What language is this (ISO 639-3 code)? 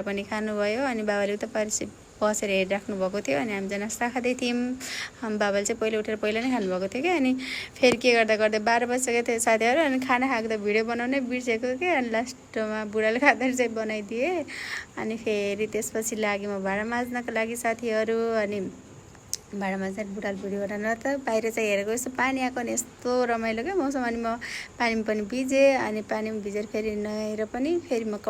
nep